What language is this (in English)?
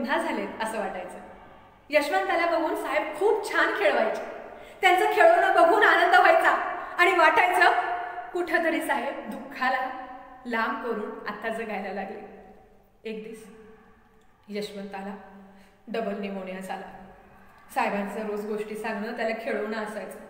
Marathi